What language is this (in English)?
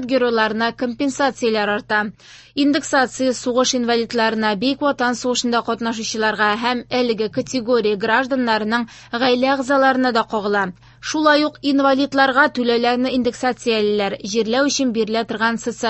Tatar